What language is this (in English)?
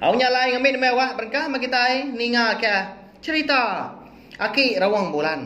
Iban